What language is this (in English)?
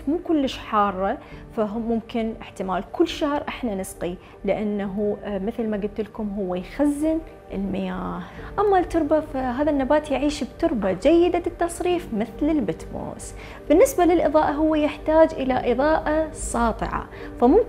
Mesopotamian Arabic